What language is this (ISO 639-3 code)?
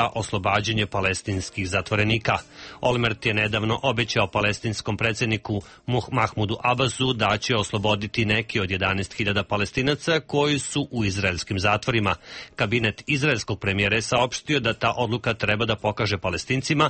srp